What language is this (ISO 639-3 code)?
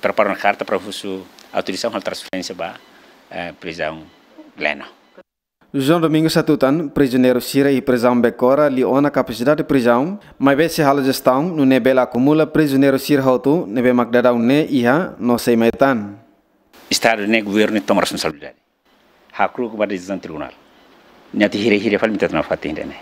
tet